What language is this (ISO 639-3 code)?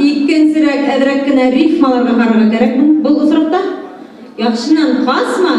bak